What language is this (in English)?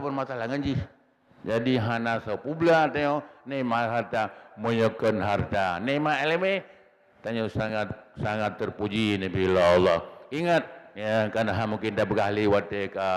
Achinese